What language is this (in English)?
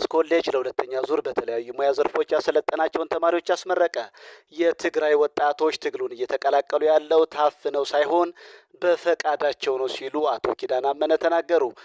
Amharic